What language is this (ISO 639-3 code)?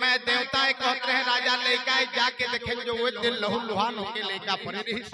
hne